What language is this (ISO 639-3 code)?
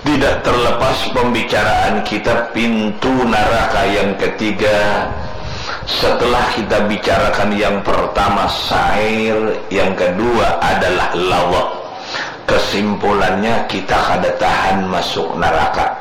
bjn